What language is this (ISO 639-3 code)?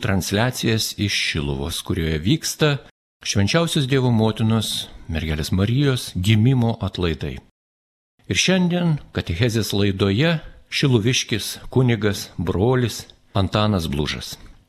lit